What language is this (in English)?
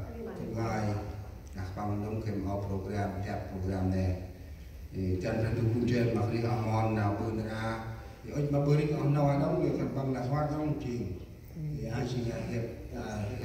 Central Mnong